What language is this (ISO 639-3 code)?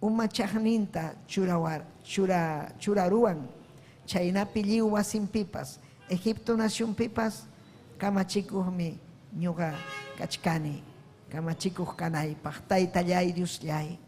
quy